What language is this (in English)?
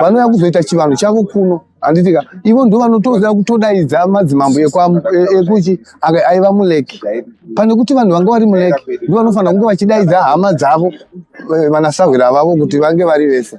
Shona